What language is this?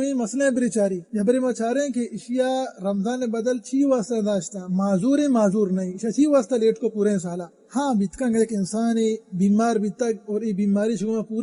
Baluchi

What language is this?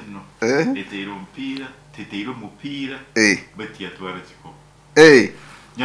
Nyoro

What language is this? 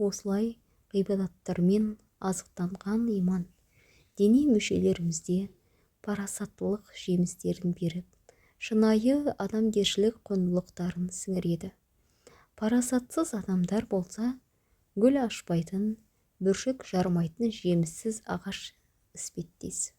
Kazakh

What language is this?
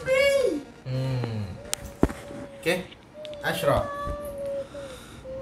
Malay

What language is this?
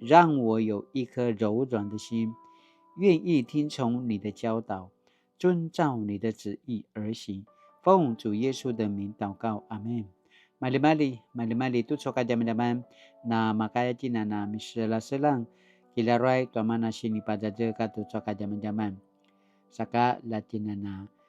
Paiwan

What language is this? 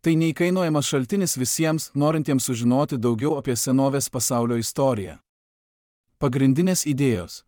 Lithuanian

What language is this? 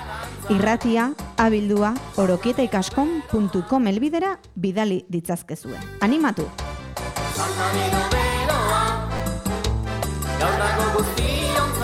Basque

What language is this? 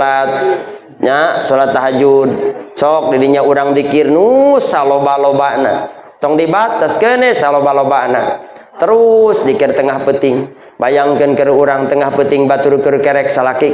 Sundanese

